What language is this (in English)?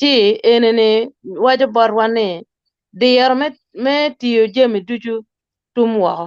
Acoli